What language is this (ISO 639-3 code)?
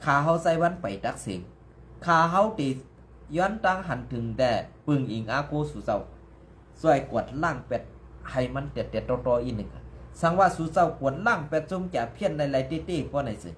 shn